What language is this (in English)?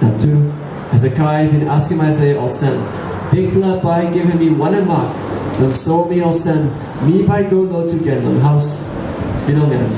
Tok Pisin